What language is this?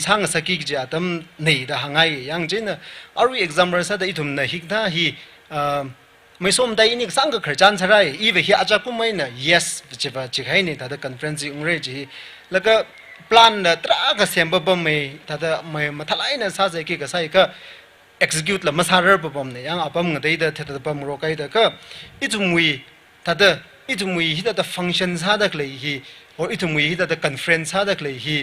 Tangkhul Naga (India)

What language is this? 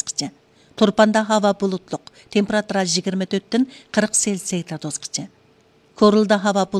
Uyghur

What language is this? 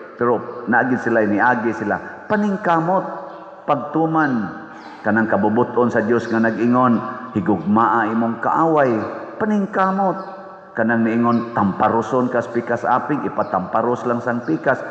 Cebuano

